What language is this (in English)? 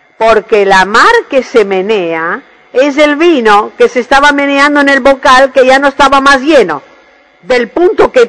Spanish